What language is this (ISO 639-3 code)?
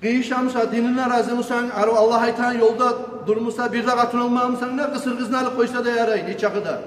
kum